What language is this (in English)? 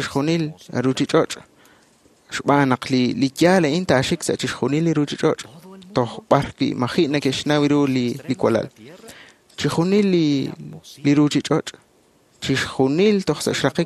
Kekchí